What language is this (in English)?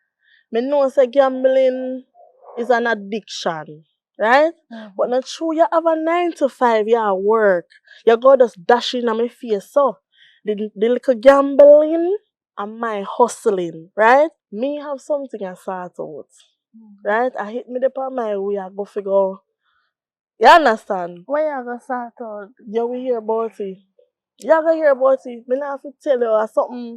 Jamaican Creole English